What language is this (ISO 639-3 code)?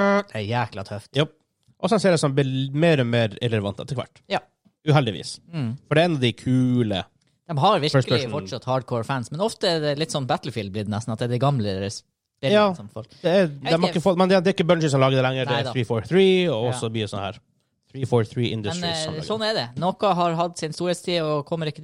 nor